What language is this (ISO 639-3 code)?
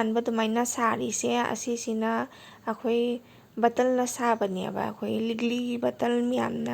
mni